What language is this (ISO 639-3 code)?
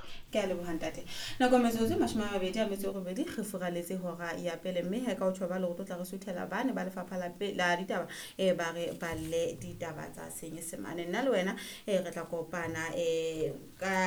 sot